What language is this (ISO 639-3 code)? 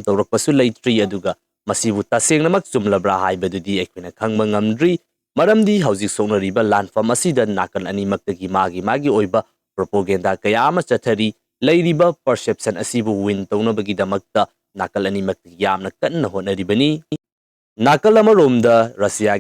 mni